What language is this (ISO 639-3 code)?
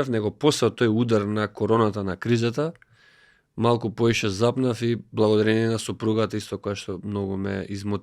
mkd